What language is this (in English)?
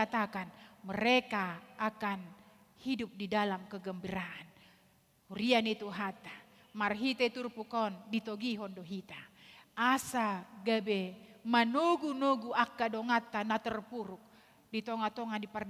Batak Toba